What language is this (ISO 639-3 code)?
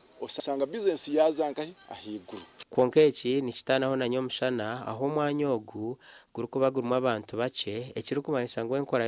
nyn